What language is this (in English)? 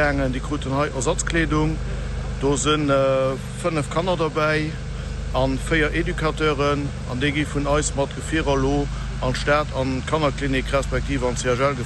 Luxembourgish